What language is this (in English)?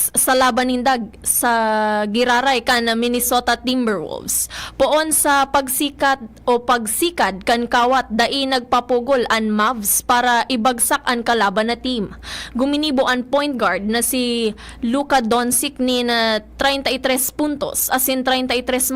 Bikol